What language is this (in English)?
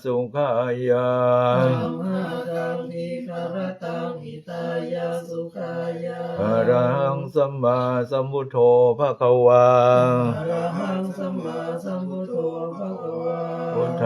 Pali